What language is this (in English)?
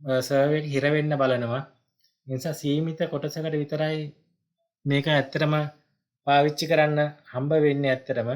Sinhala